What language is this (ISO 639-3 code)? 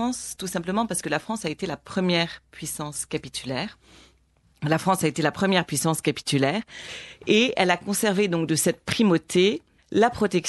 fra